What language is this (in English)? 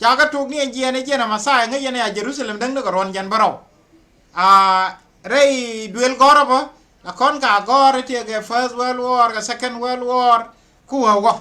Nuer